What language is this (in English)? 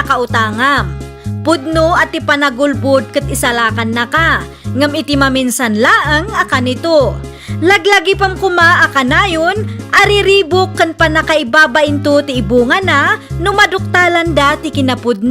Iloko